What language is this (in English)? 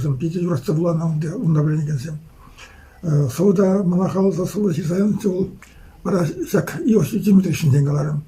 Chuvash